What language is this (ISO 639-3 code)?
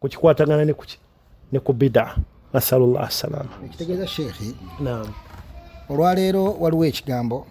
lug